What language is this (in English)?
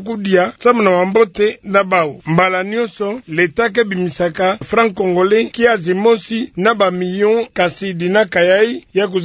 Kituba (Democratic Republic of Congo)